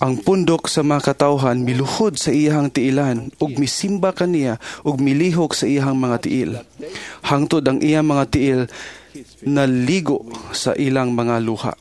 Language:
Cebuano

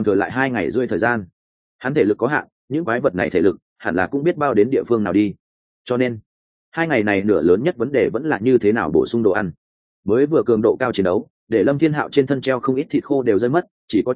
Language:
Vietnamese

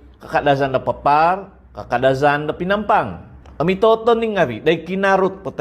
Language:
Central Dusun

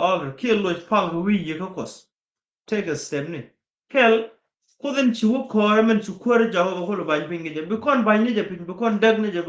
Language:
Nuer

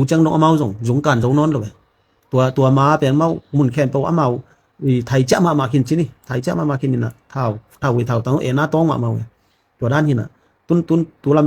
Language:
Tedim Chin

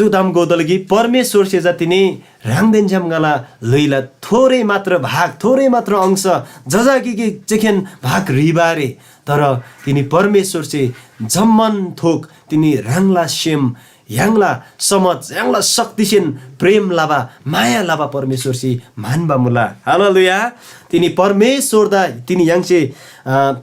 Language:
Eastern Tamang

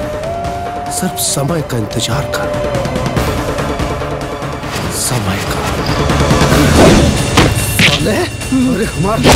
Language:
Bhojpuri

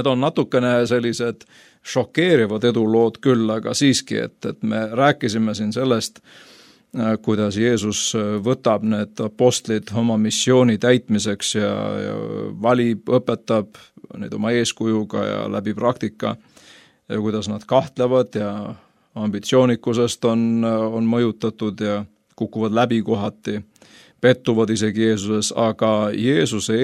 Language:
Estonian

